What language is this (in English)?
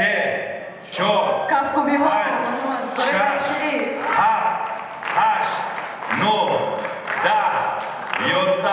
Tajik